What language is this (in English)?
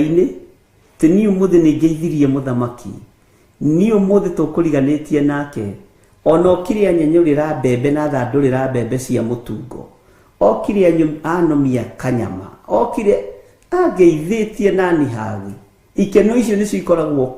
Kikuyu